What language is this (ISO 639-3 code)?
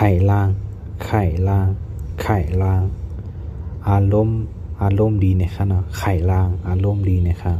shn